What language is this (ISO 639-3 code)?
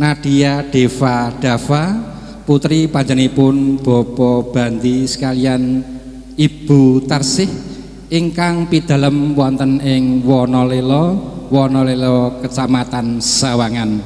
jav